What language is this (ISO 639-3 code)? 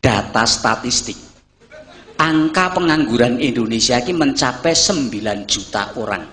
jav